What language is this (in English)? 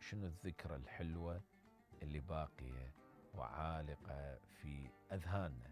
Mesopotamian Arabic